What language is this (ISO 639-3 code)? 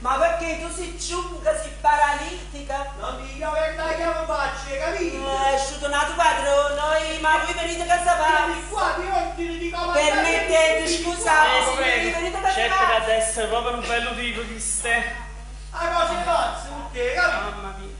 nap